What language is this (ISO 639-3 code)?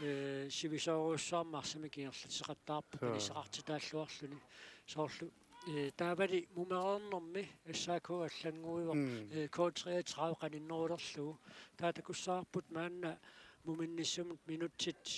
kal